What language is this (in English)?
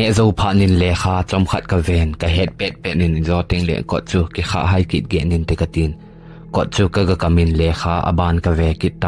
Thado Chin